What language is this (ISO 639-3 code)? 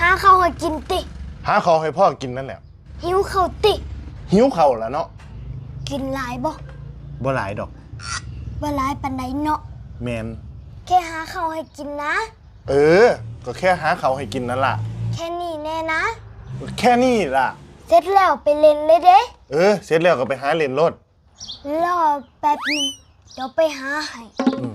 tts